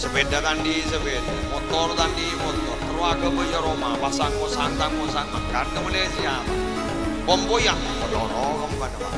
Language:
Madurese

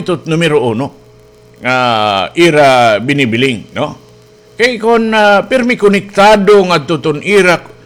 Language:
Waray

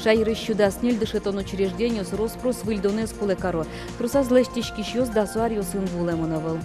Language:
Udmurt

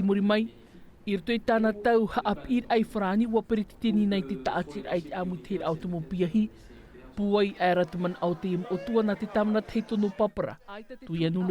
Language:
Tahitian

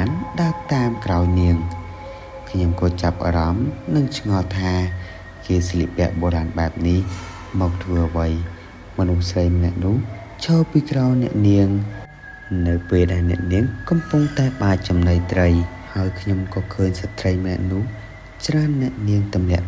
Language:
Khmer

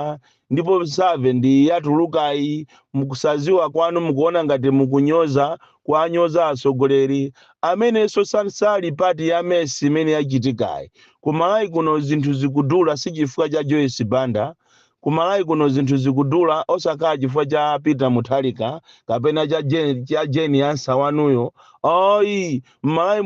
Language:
Nyanja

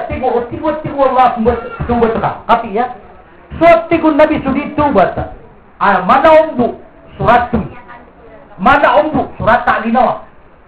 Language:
Maranao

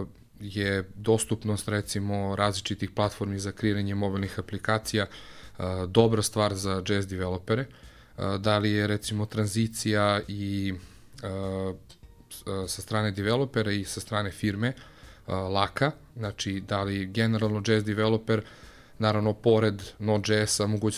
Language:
Serbian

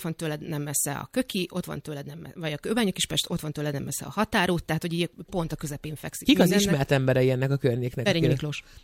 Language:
Hungarian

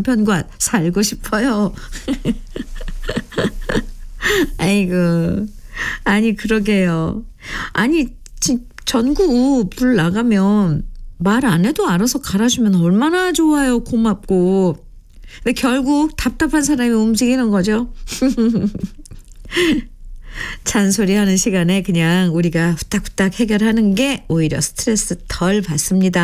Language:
Korean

